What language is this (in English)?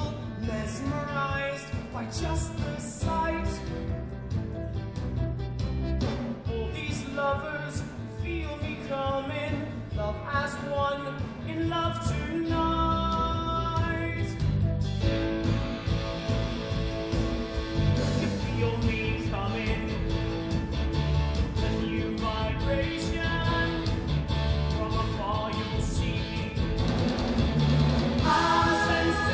English